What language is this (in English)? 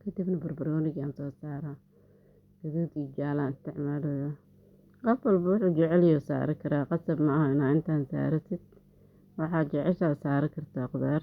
Somali